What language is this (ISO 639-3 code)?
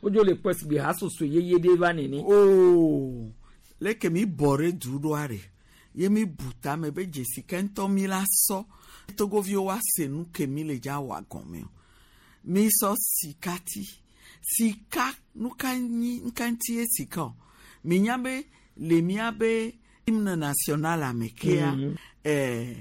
gej